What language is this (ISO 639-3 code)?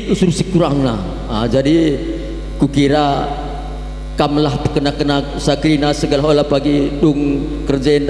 btx